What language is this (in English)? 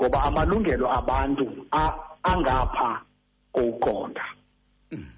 Xhosa